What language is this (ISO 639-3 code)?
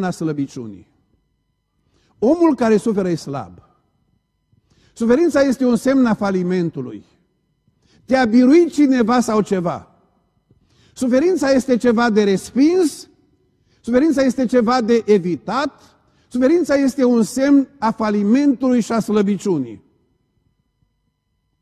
ron